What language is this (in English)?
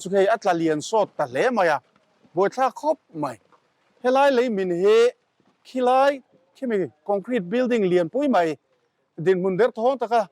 Mizo